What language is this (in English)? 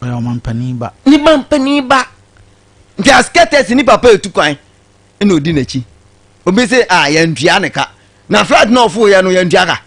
Akan